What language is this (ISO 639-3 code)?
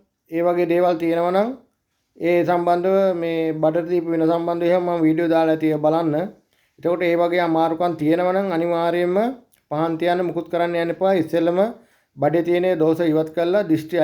sin